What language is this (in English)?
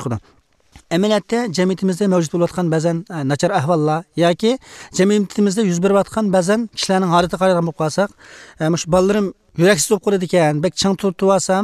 Uyghur